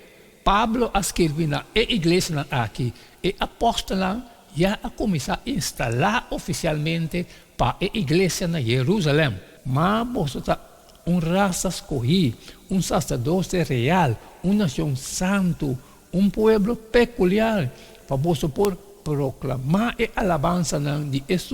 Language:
Papiamento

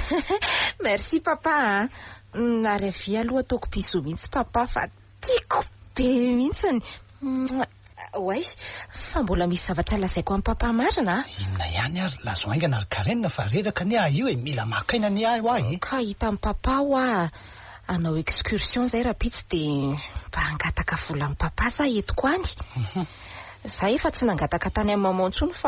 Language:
Malagasy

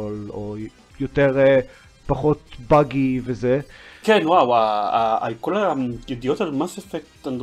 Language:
Hebrew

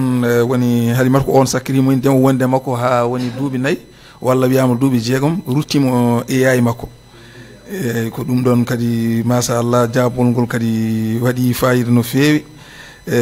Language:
Fula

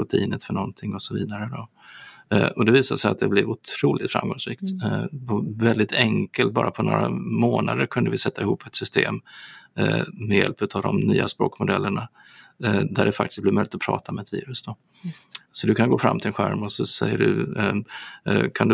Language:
Swedish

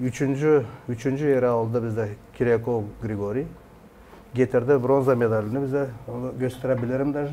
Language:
Gagauz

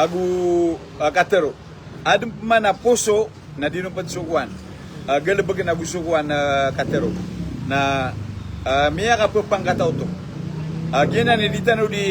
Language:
Maranao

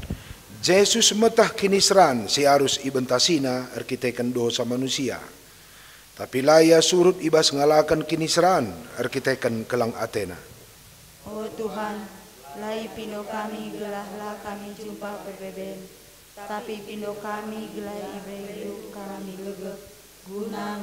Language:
Batak Karo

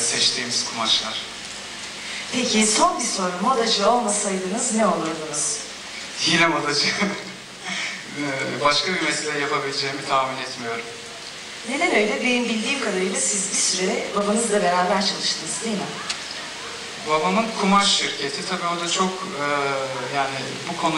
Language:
Turkish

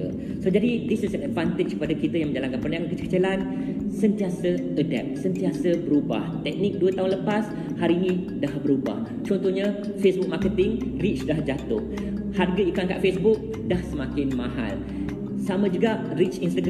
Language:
Malay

